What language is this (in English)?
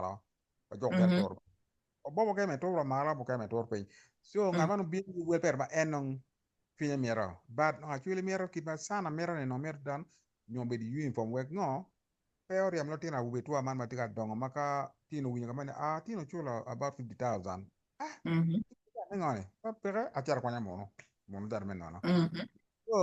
Acoli